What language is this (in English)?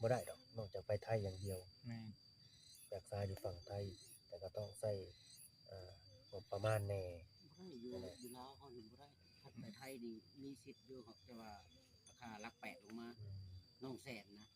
Northeastern Thai